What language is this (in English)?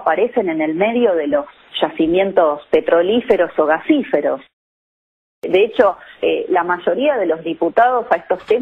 Spanish